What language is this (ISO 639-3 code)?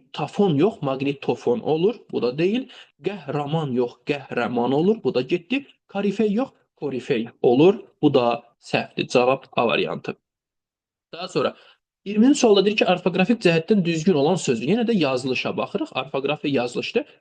aze